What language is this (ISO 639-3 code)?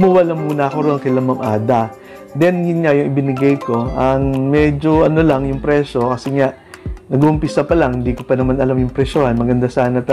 fil